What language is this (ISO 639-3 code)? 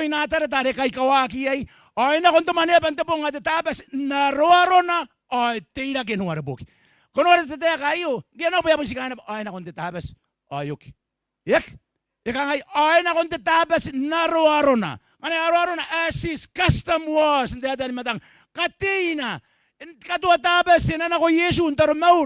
gil